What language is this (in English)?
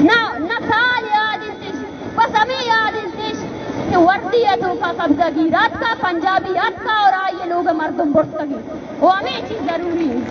Baluchi